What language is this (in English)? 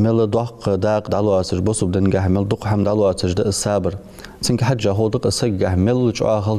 Ingush